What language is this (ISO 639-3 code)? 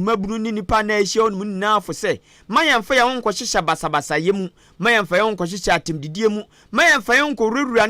aka